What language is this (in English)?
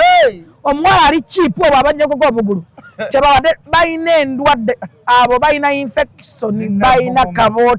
Ganda